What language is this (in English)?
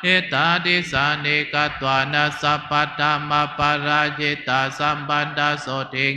Pali